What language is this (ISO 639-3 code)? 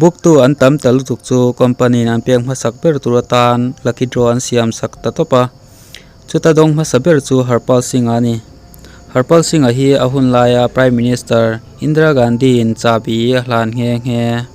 lus